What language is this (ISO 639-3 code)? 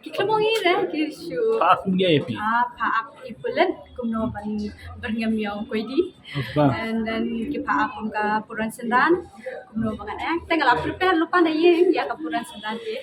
kha